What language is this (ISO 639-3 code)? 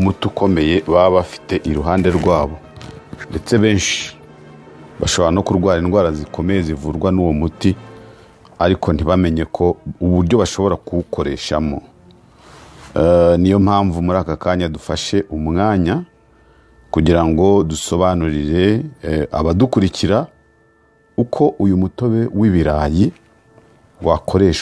kin